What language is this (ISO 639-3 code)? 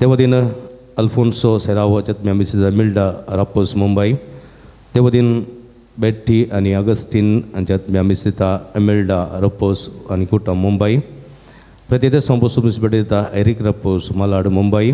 kok